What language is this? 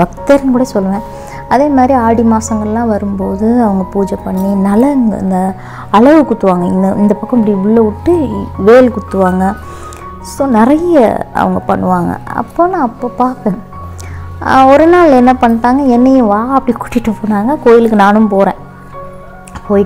Tamil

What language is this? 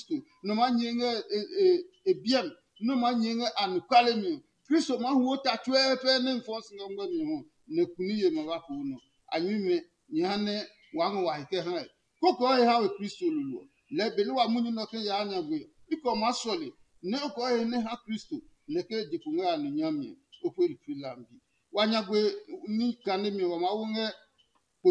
Adangme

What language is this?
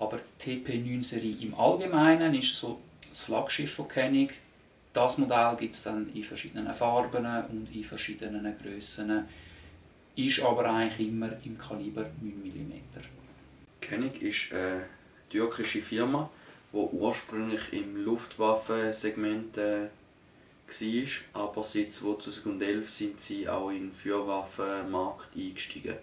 Swiss German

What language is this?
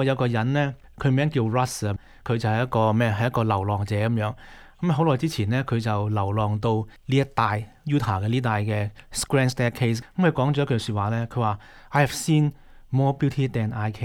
Cantonese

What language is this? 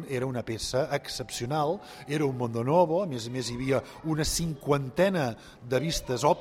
Catalan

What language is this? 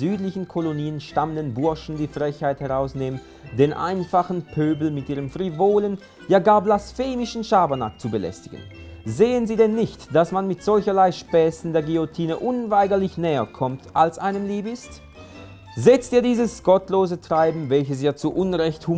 Swiss German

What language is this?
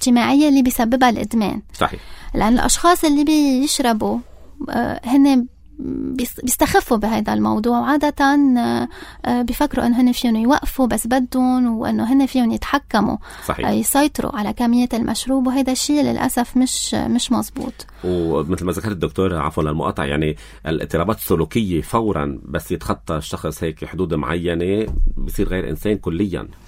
North Levantine Arabic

